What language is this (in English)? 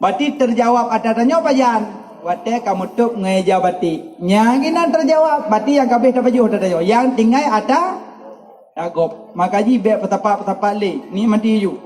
Achinese